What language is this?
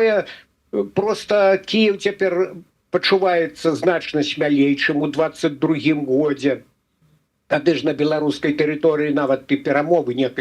Belarusian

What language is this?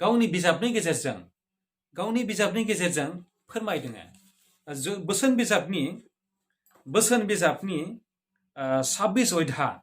Bodo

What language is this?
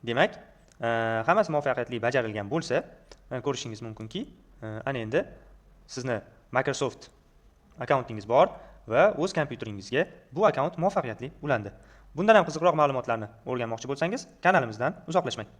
Uzbek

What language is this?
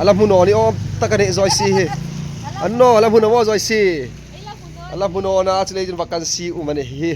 Hmar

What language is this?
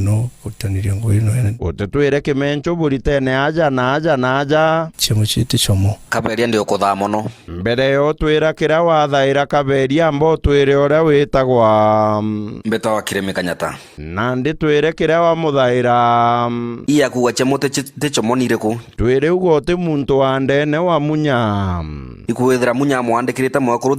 Meru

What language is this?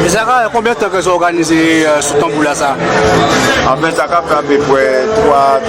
Guadeloupean Creole French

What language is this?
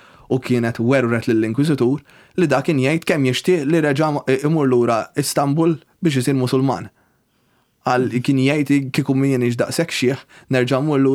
Maltese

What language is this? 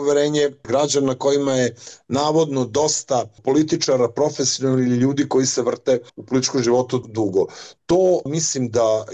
Serbian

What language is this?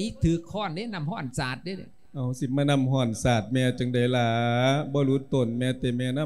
Lao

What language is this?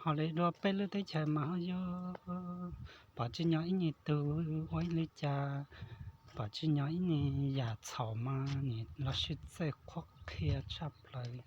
Hmong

